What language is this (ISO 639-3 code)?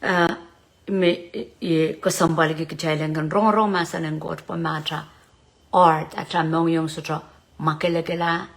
pon